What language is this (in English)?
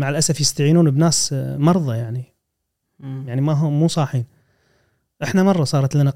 Gulf Arabic